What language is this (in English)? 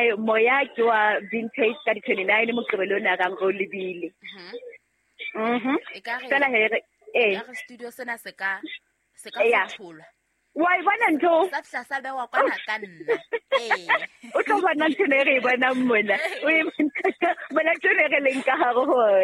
Southern Sotho